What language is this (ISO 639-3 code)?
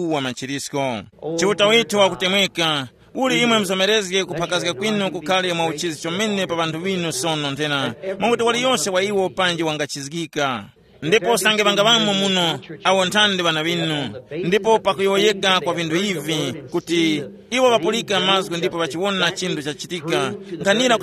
tum